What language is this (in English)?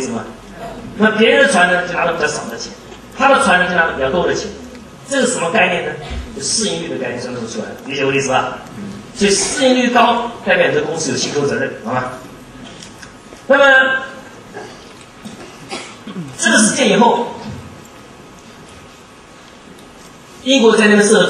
Chinese